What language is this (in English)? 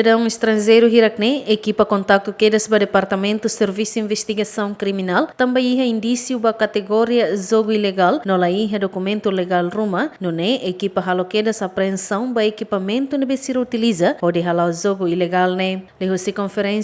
Tetum